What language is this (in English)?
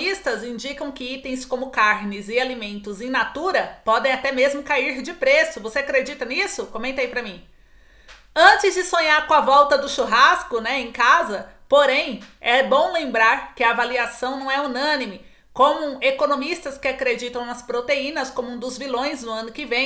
Portuguese